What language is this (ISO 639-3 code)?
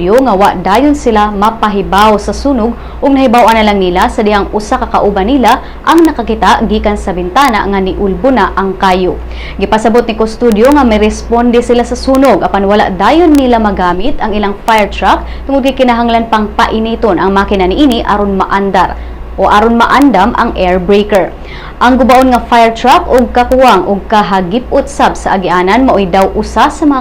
ceb